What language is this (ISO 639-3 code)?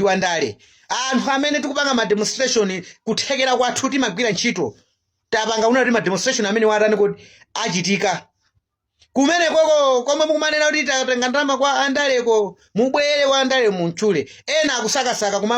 nya